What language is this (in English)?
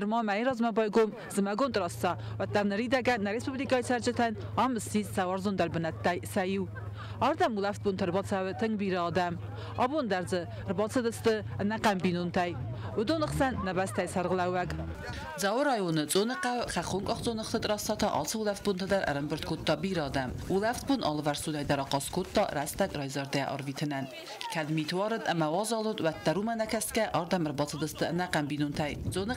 Ossetic